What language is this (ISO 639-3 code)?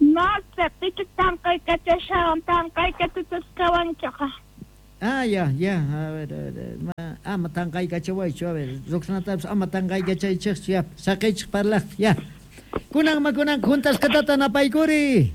quh